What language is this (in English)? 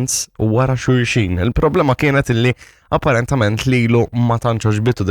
Maltese